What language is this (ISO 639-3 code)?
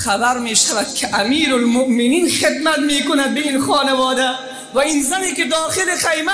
fas